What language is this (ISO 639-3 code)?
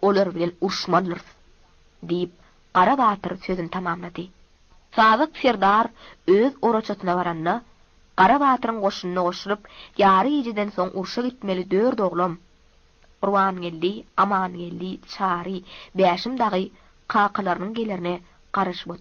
tuk